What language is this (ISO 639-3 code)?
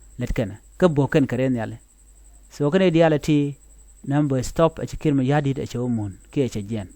nus